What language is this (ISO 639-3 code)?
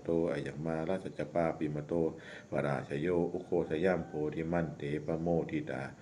pli